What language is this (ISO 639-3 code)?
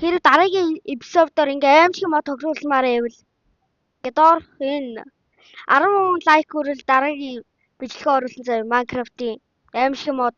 mon